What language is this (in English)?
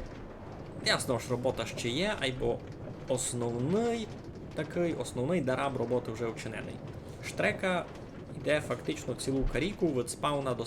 Rusyn